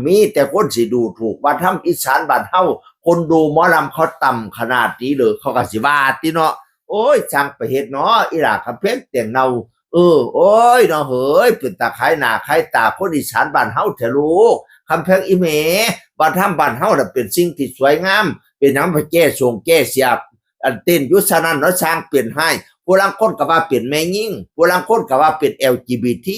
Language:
Northeastern Thai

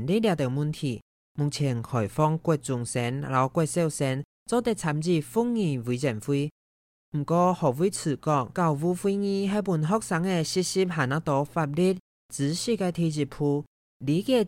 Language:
Hakka Chinese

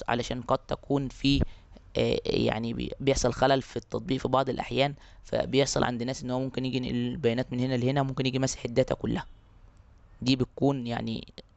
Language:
Egyptian Arabic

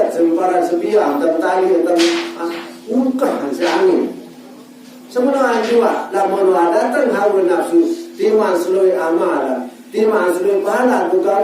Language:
Sasak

